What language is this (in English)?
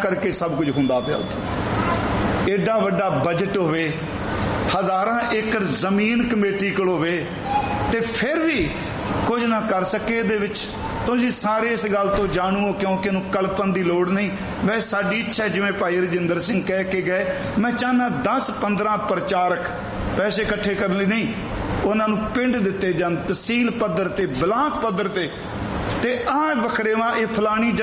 Punjabi